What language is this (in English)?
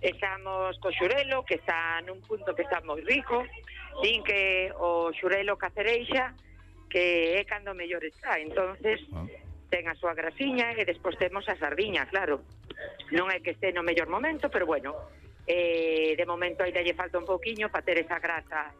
Galician